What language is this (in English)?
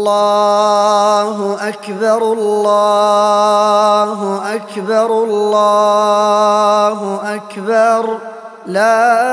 Arabic